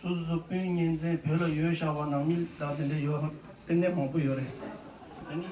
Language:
Tibetan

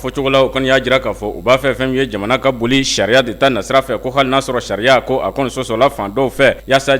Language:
Bambara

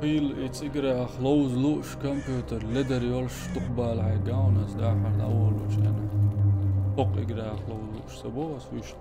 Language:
Chechen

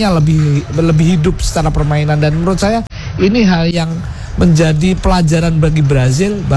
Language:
Indonesian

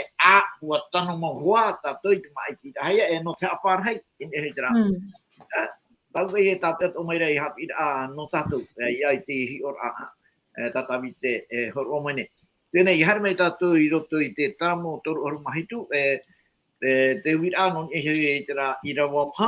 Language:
Tahitian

